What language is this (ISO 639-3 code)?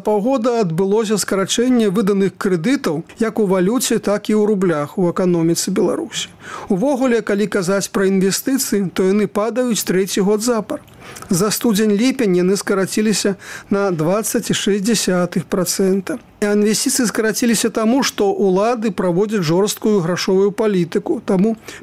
bel